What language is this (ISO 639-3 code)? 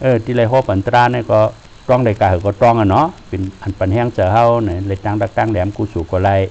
shn